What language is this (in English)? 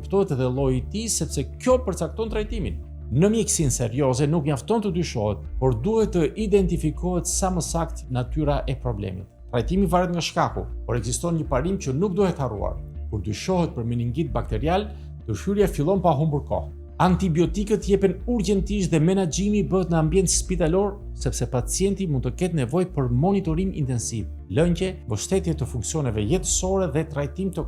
Albanian